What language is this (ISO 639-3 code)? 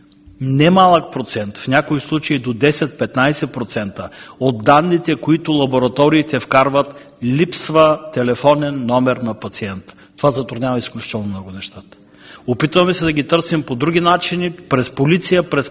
bul